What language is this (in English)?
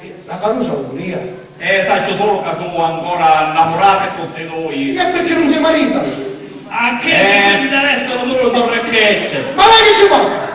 Sicilian